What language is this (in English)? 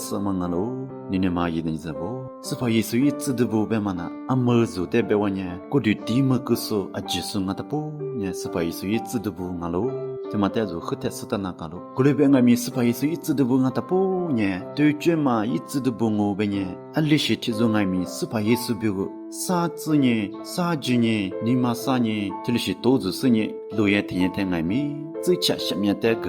Lisu